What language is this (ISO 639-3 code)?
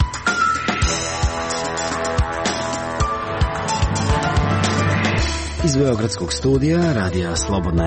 srp